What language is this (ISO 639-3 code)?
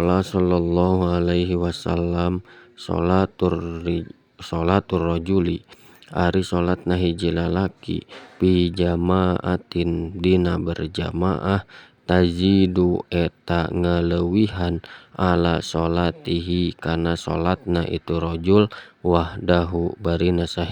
sun